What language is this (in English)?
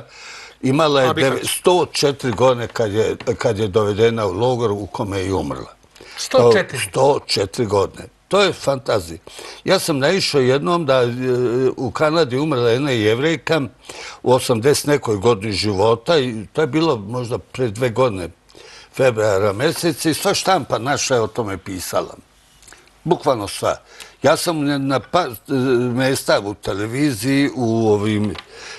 Serbian